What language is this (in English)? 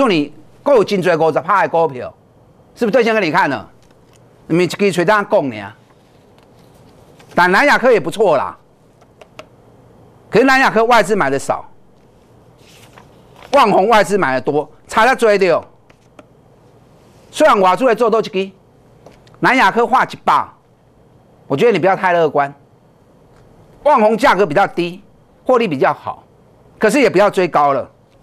Chinese